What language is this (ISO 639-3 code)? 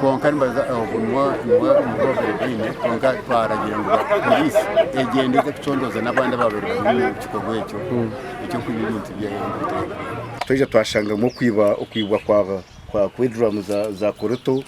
nyn